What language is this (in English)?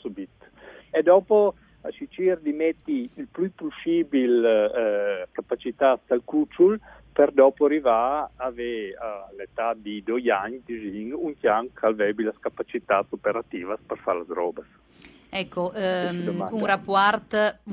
Friulian